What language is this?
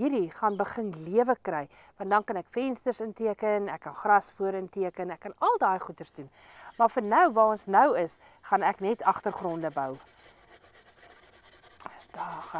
Afrikaans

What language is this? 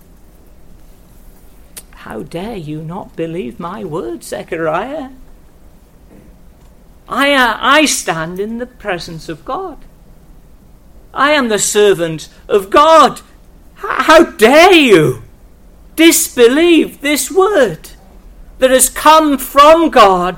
English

